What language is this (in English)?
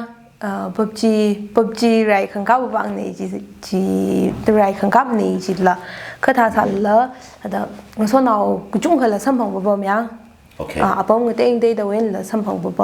Tangkhul Naga (India)